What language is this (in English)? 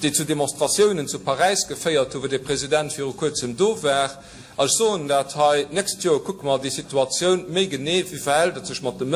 Luxembourgish